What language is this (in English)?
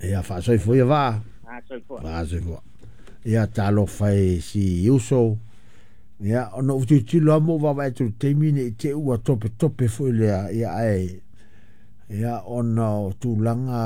Samoan